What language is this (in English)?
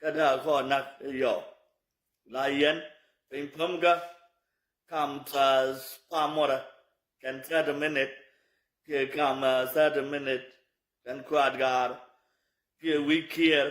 Nuer